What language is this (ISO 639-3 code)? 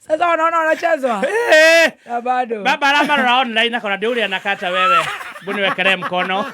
kik